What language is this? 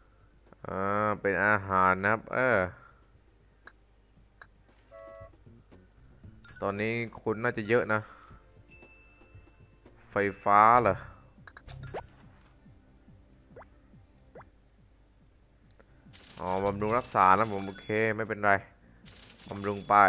Thai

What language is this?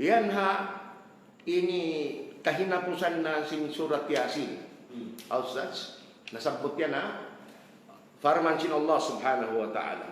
Tausug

